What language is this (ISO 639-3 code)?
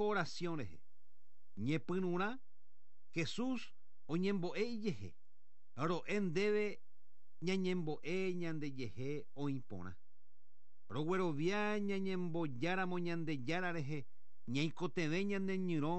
grn